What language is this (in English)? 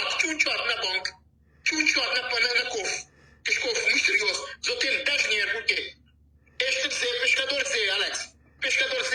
Kabuverdianu